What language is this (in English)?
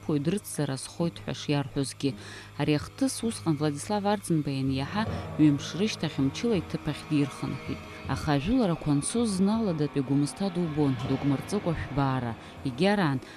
Abkhazian